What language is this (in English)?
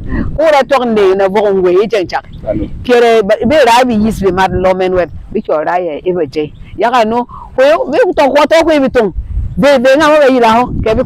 Berom